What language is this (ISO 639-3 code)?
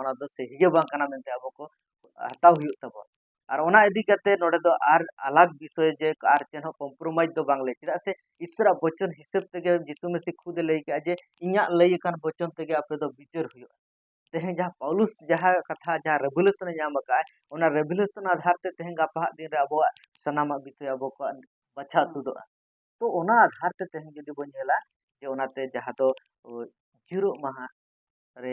sat